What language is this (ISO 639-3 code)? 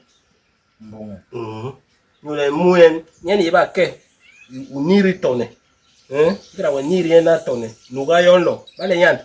bas